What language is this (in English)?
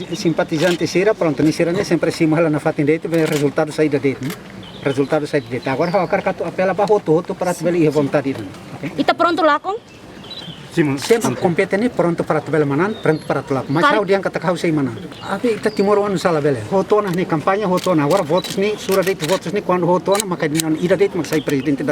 Tetum